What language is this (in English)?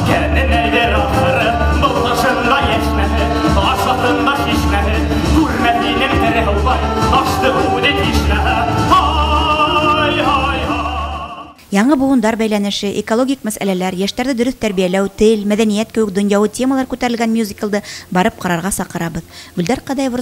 Bashkir